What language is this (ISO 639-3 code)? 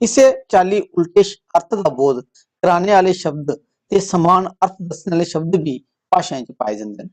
doi